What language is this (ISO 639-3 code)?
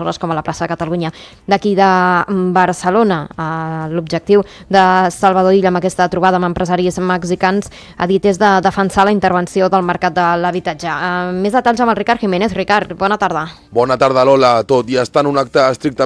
cat